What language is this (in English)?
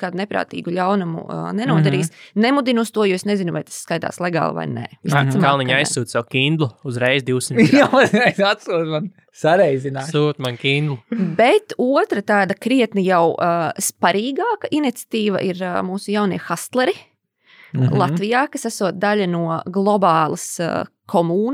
Latvian